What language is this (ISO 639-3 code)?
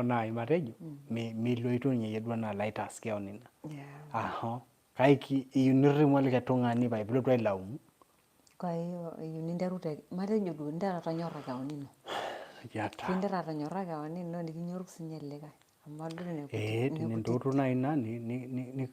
mas